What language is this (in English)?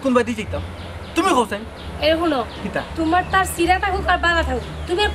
Sylheti